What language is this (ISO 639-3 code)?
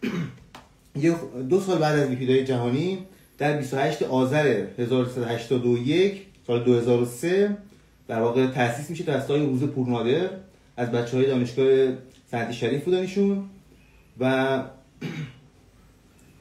fas